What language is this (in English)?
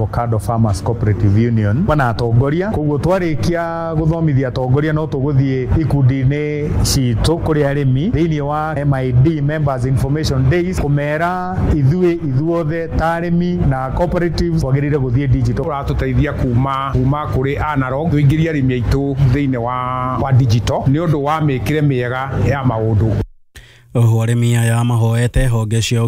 Kikuyu